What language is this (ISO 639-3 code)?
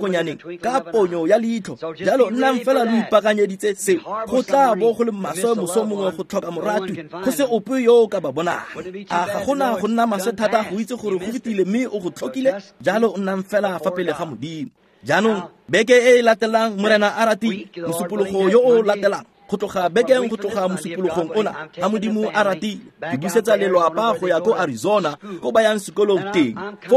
tsn